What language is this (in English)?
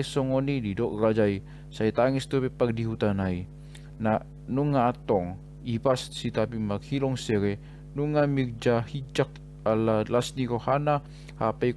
Batak Toba